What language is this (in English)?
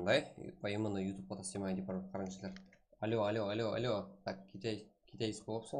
Kara-Kalpak